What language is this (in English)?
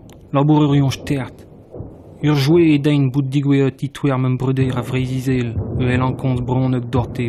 Breton